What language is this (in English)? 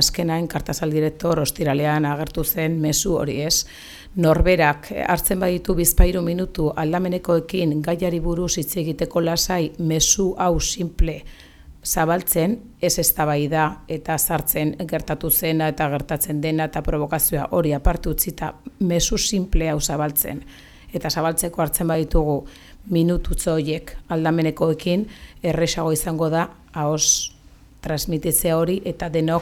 Basque